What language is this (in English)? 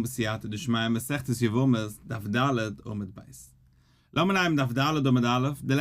Yiddish